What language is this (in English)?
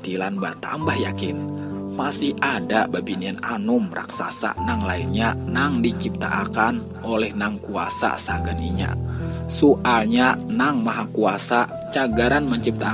Banjar